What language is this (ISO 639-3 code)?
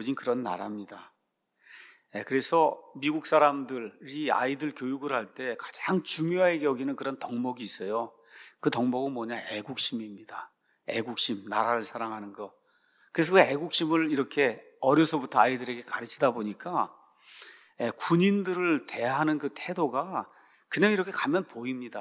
kor